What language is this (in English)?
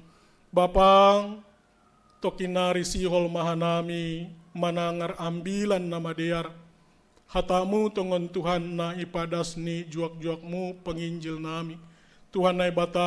Batak Simalungun